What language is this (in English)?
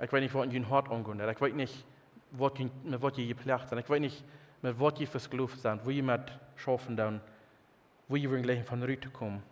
Plautdietsch